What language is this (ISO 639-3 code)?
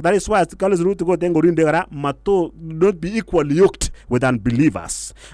kln